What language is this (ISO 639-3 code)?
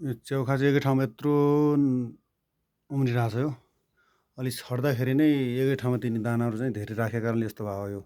nep